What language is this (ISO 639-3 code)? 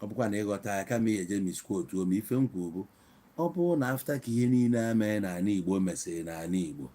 ibo